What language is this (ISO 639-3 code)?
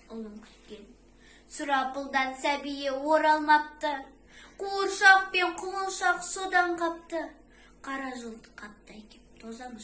kaz